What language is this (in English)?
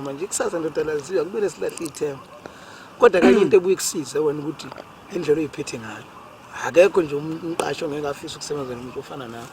Zulu